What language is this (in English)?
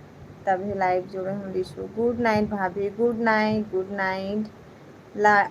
Chhattisgarhi